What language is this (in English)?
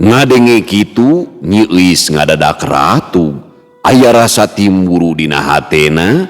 Sundanese